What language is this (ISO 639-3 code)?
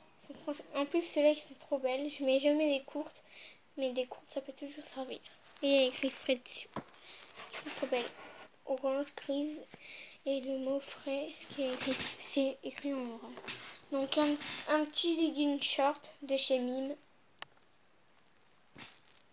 fra